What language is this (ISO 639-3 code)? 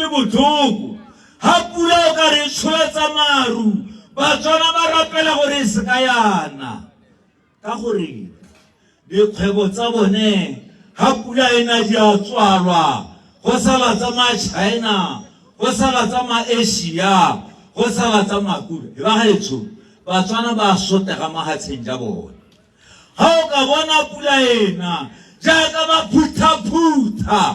tsn